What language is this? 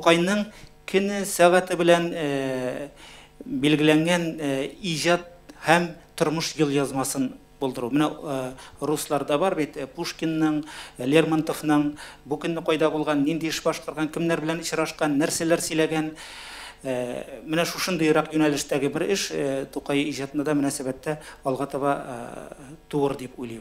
Tatar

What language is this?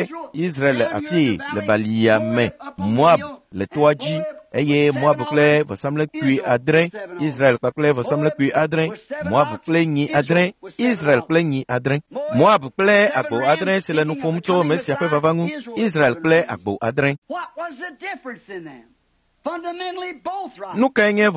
Ewe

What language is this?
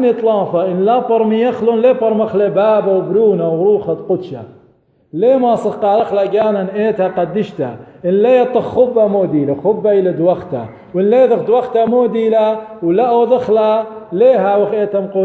Assyrian Neo-Aramaic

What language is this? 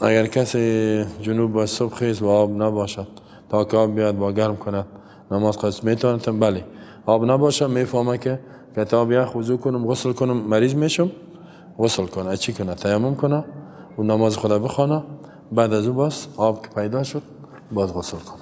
Persian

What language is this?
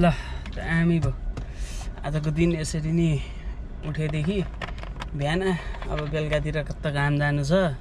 Nepali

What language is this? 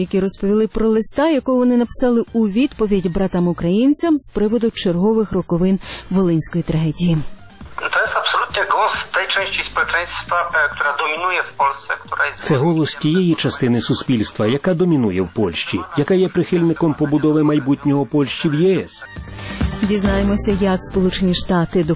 Ukrainian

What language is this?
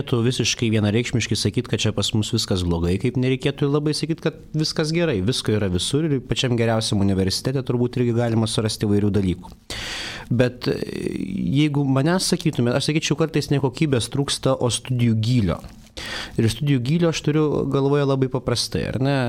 Lithuanian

